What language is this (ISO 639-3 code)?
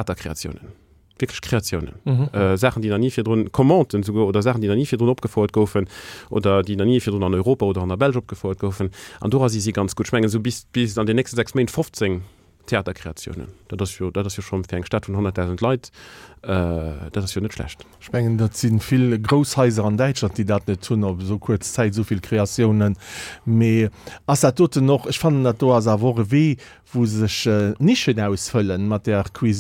ltz